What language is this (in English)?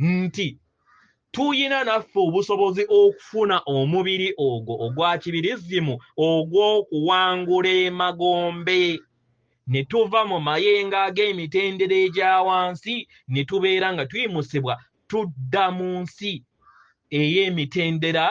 Ganda